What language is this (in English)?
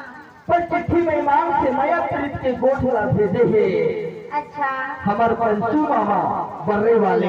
Chhattisgarhi